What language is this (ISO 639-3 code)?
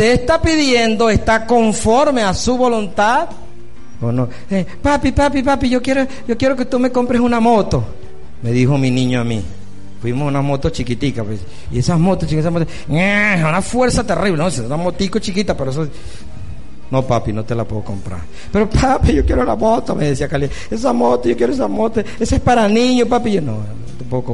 spa